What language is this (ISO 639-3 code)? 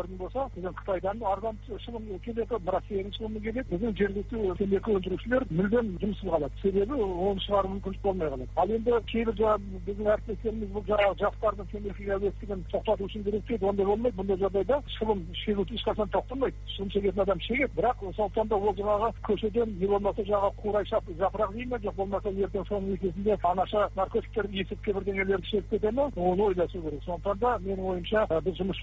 kaz